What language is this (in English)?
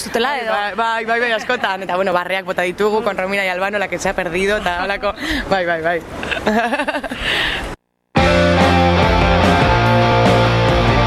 Basque